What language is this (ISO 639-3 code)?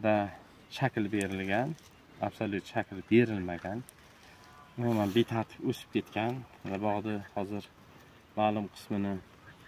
uzb